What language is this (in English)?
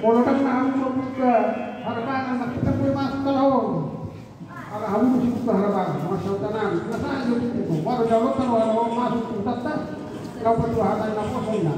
Batak Toba